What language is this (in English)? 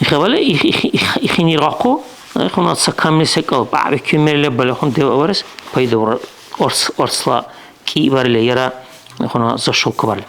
Dargwa